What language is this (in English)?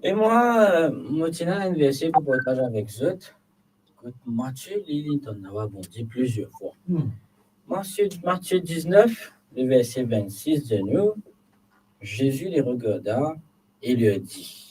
Morisyen